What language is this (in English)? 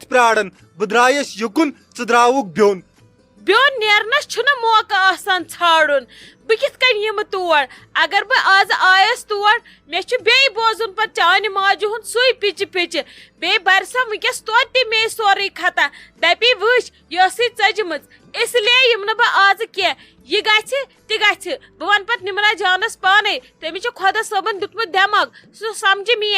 Kashmiri